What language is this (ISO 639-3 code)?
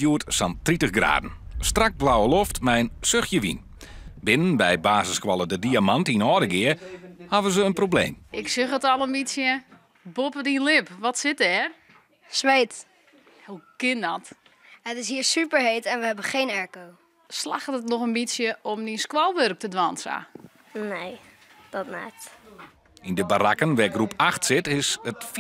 fry